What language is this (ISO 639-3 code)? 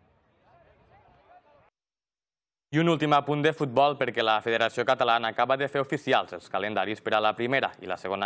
cat